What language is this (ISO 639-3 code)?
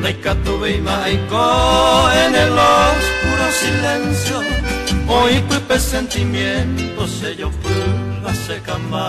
grn